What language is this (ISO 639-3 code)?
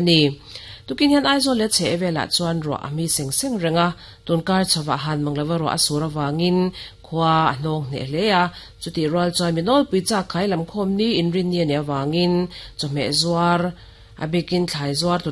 lus